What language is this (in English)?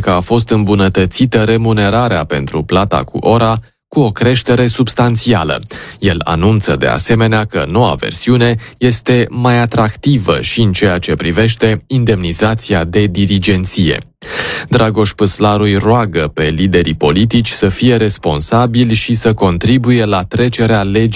Romanian